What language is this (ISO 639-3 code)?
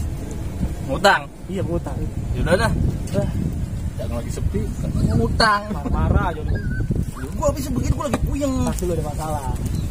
bew